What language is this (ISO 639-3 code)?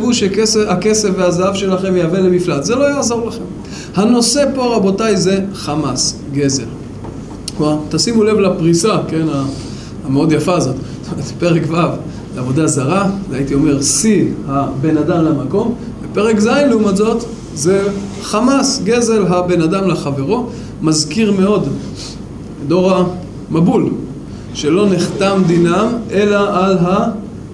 heb